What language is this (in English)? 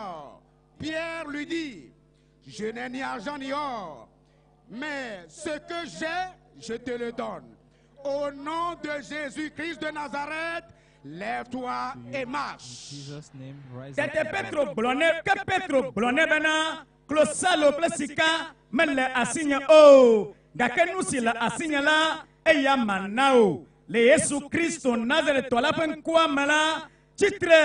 Ewe